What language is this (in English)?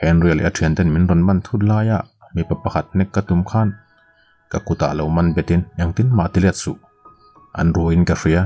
Mizo